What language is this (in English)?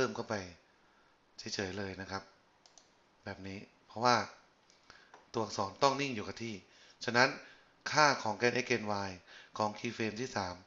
Thai